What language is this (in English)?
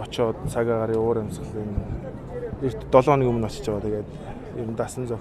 Mongolian